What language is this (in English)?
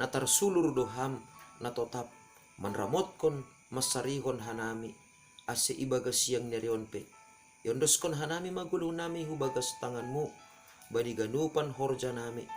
Batak Simalungun